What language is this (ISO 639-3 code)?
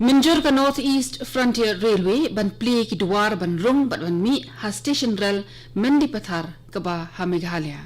kha